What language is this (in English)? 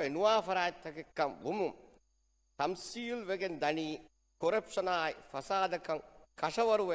Divehi